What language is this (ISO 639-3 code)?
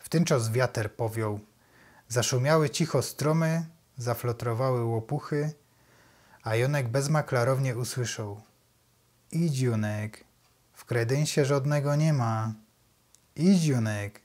szl